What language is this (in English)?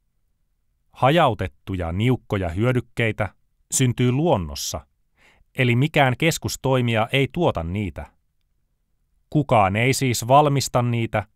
Finnish